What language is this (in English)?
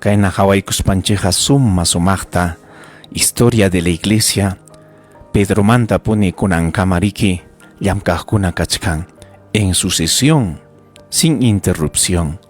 Ayacucho Quechua